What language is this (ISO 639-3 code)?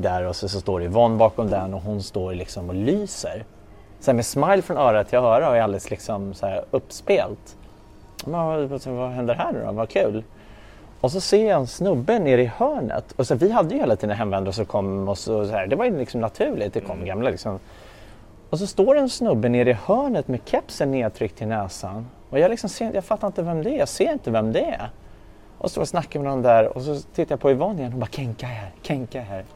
swe